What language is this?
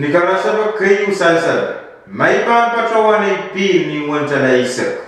Pohnpeian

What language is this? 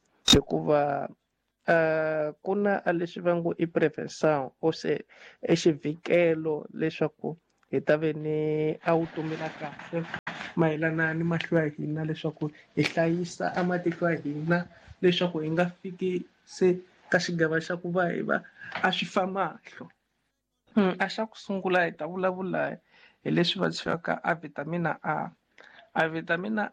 Tsonga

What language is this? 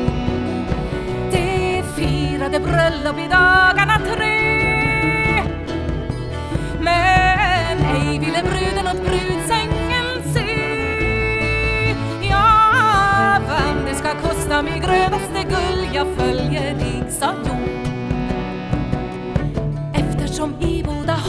Swedish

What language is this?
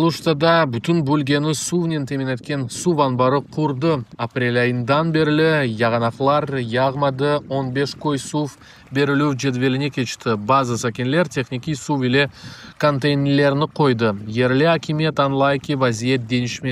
Crimean Tatar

